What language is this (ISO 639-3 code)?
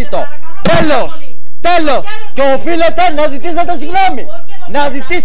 ell